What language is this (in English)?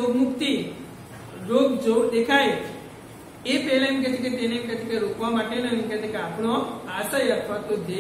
Gujarati